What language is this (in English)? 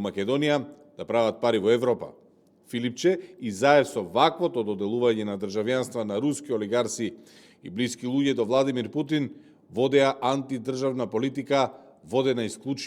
Macedonian